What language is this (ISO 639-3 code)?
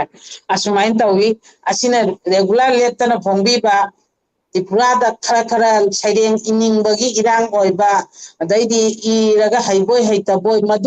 mni